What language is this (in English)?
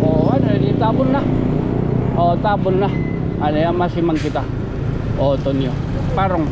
Waray